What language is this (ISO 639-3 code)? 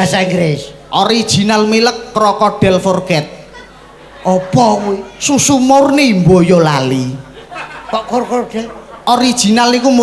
jav